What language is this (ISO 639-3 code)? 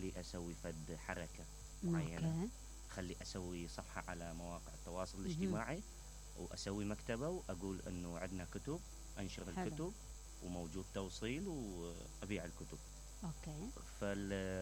acm